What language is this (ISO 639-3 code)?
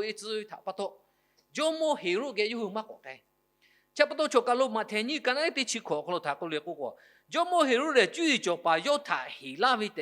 lhu